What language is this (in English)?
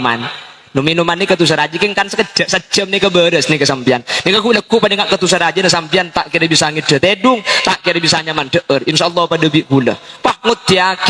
Madurese